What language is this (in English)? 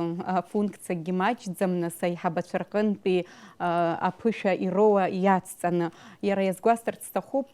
Abkhazian